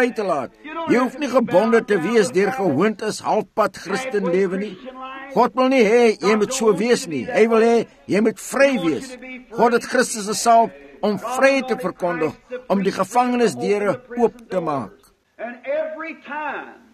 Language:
Afrikaans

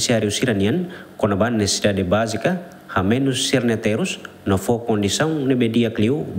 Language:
Tetum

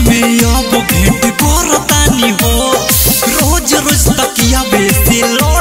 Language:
Bhojpuri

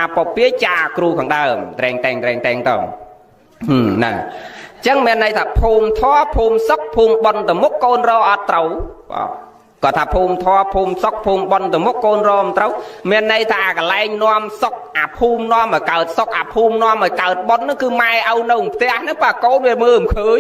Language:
Khmer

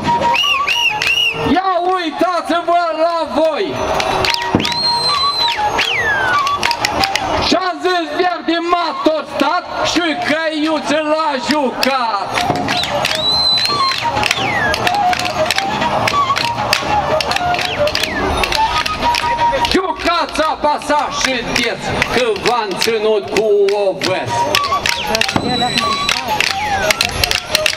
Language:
Romanian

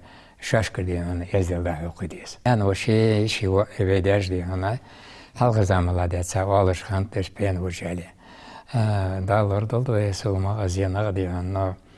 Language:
Ingush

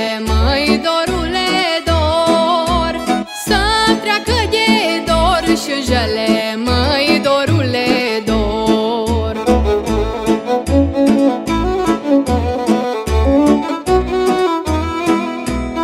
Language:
Romanian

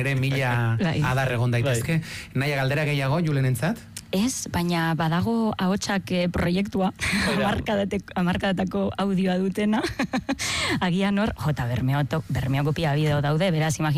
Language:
Basque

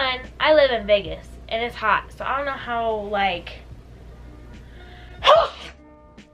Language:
English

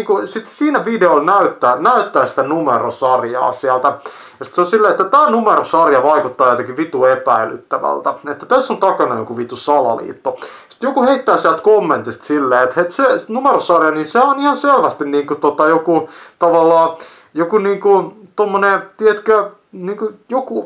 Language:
Finnish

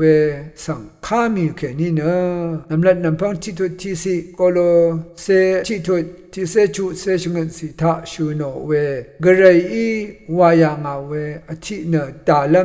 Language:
Rawang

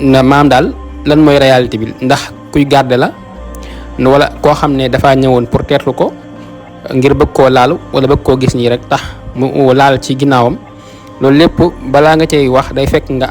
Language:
Wolof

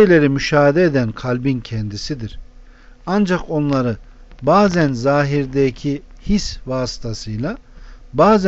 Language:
Turkish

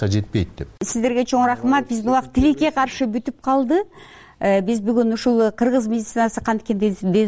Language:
Kyrgyz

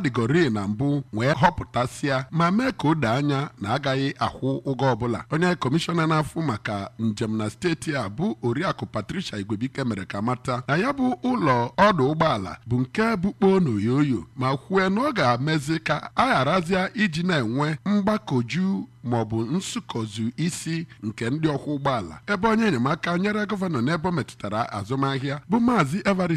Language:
Igbo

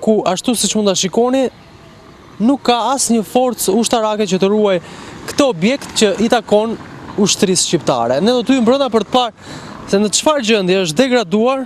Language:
Albanian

